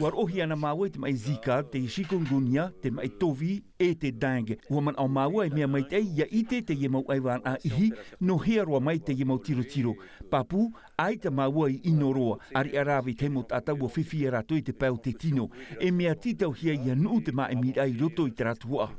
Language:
Tahitian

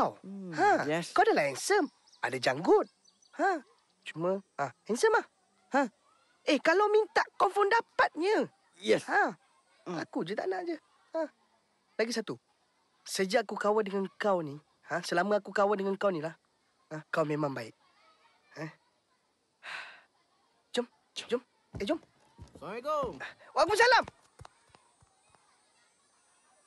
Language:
Malay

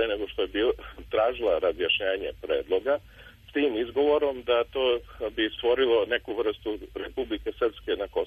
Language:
Serbian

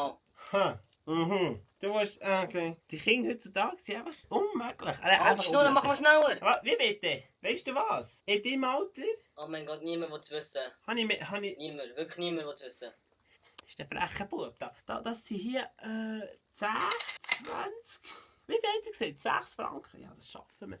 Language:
Swiss German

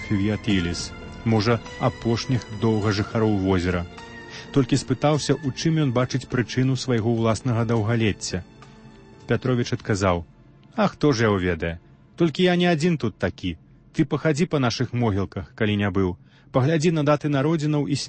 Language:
Belarusian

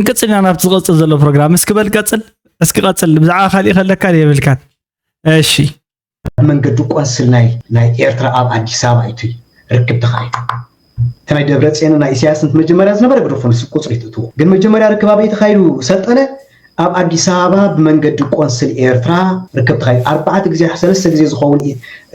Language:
Tigrinya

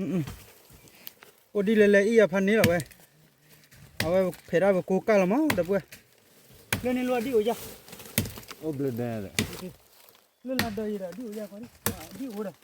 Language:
S'gaw Karen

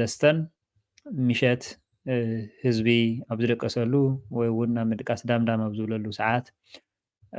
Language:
Tigrinya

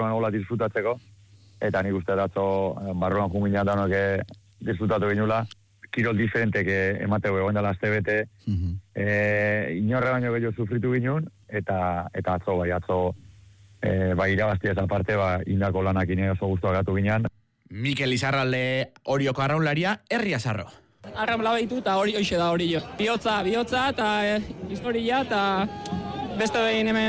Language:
Basque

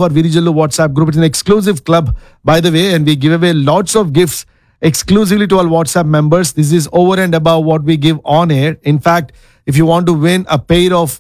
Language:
Telugu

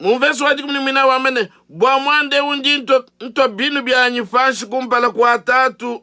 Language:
Luba-Lulua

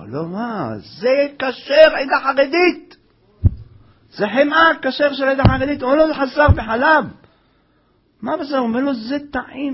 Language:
Hebrew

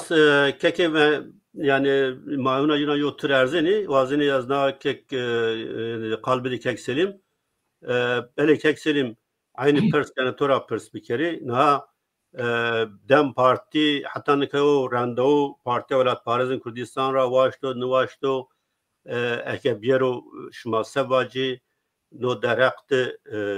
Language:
Zaza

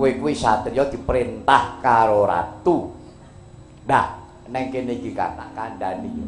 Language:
Javanese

